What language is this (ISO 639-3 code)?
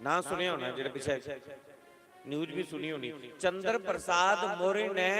doi